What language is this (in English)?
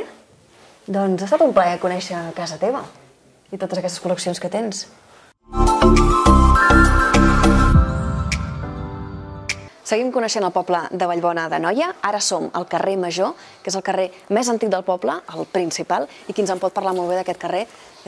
Catalan